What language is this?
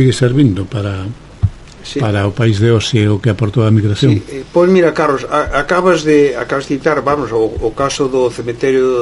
Galician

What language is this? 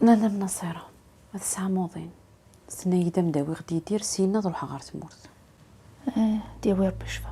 Kabyle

